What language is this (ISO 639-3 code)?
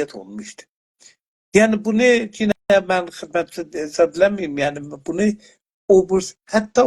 azb